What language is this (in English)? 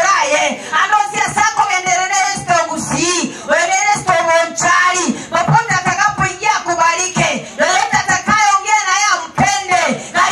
Gusii